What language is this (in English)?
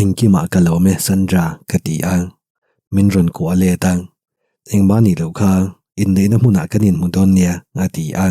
Mizo